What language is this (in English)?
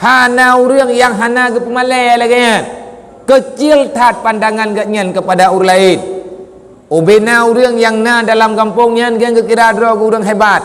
Achinese